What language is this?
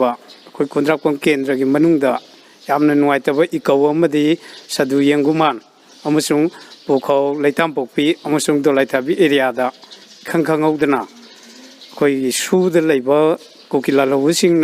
Manipuri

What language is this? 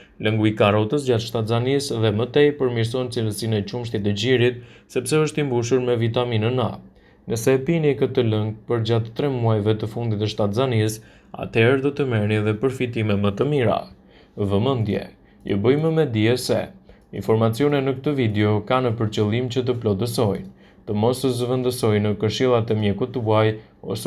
Albanian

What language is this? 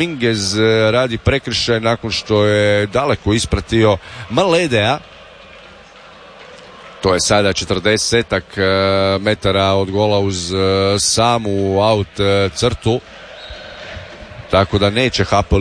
Croatian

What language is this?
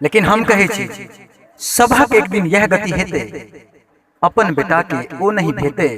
Maithili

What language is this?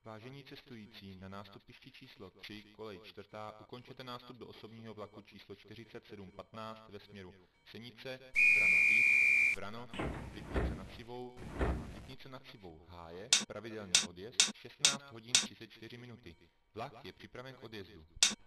Czech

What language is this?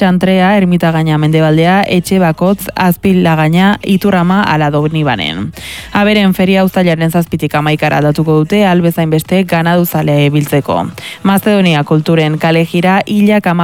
Basque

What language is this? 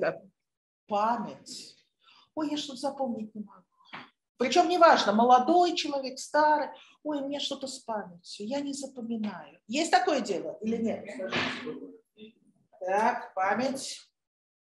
Russian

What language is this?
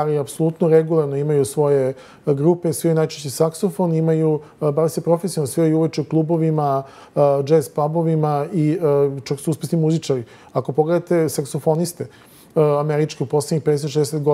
Serbian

